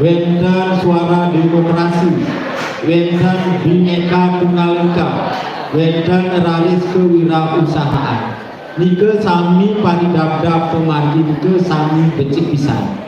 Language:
Balinese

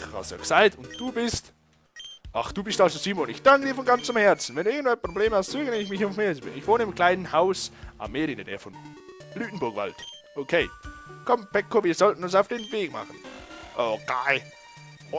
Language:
Swiss German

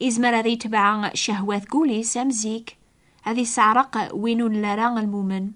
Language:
Kabyle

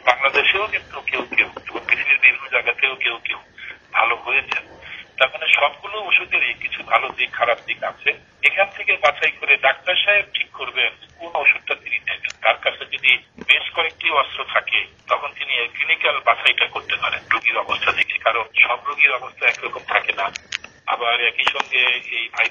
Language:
Bangla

